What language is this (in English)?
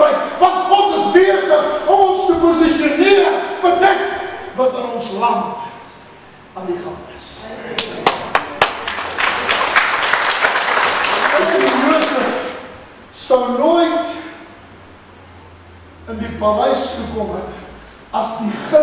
Afrikaans